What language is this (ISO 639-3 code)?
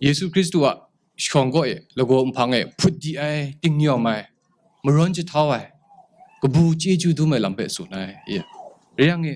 kac